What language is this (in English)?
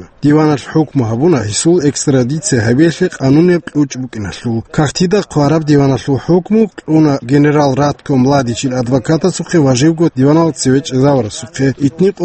Avaric